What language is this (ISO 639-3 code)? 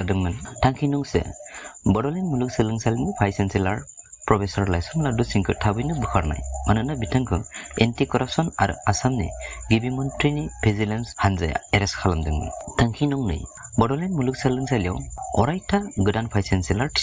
brx